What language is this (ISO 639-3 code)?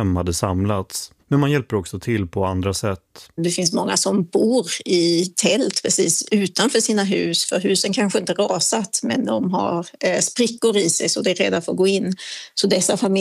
swe